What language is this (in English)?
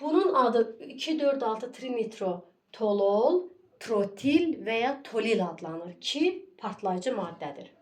Azerbaijani